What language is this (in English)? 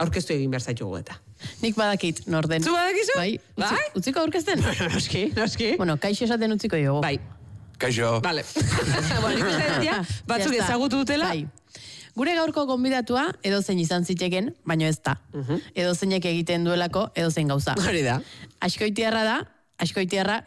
Basque